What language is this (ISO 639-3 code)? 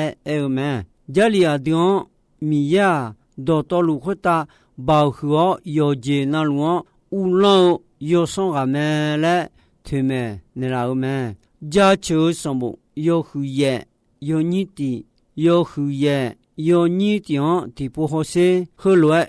ahk